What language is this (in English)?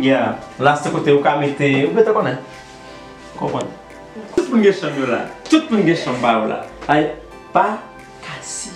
Haitian Creole